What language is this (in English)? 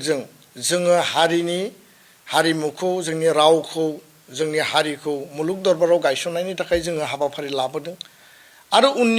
Bodo